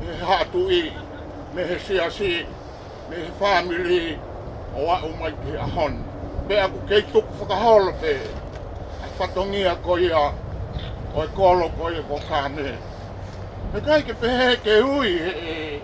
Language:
Tongan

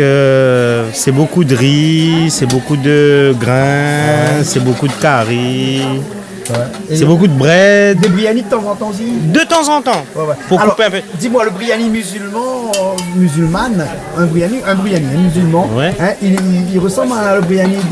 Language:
Réunion Creole French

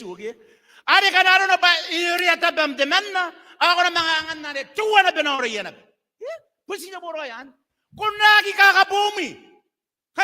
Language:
Gilbertese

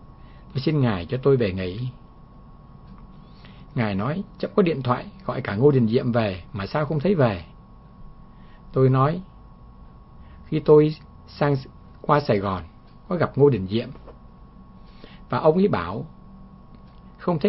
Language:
Vietnamese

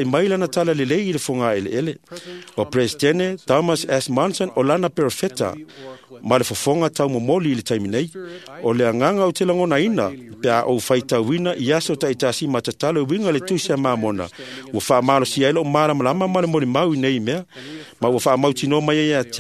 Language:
Samoan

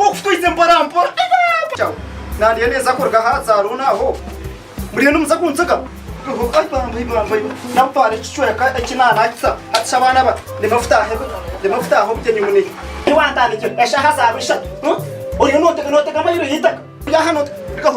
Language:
Tooro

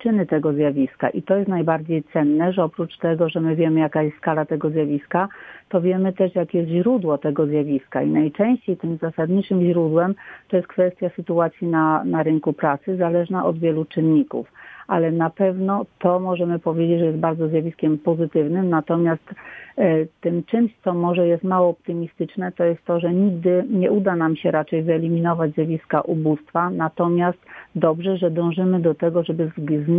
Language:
Polish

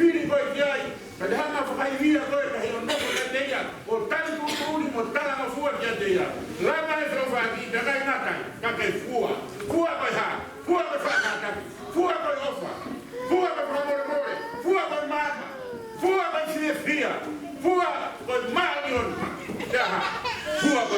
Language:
Tongan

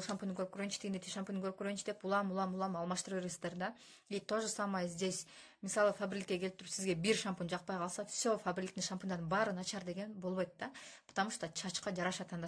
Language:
Kyrgyz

